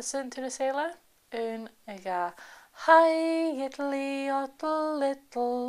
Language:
Scottish Gaelic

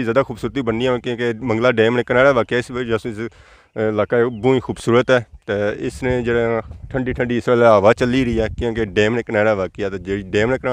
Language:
Pahari-Potwari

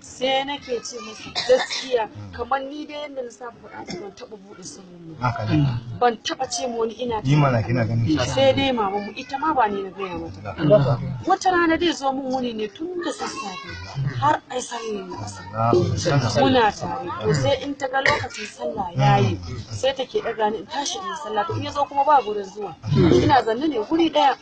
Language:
Hausa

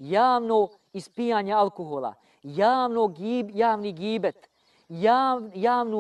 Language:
Bosnian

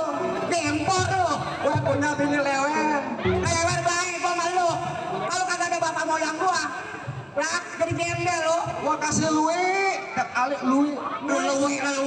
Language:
Betawi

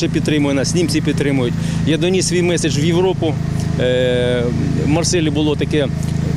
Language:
Ukrainian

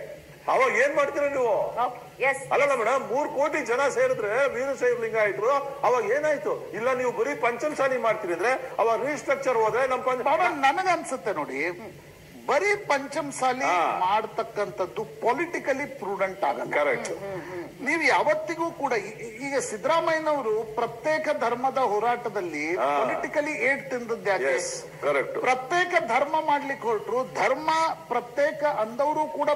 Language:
Kannada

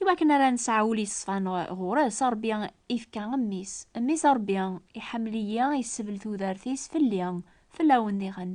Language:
Kabyle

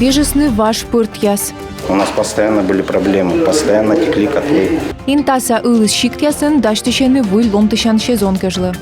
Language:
Komi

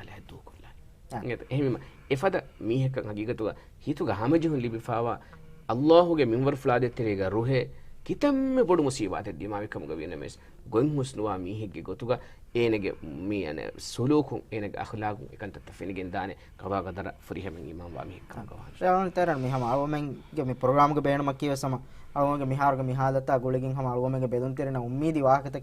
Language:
Divehi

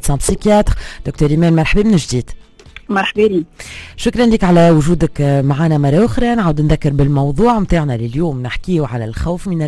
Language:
Tunisian Arabic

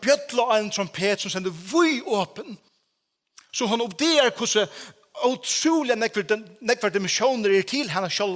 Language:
Faroese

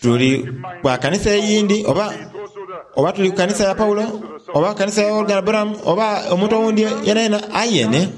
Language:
Soga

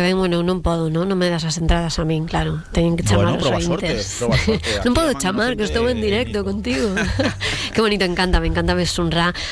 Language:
Galician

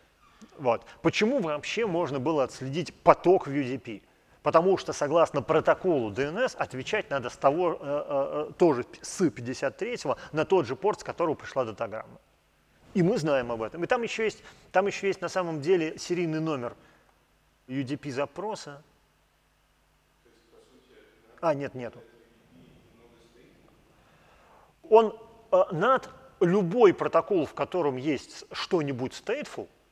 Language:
Russian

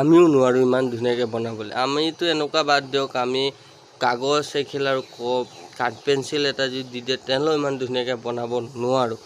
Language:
Assamese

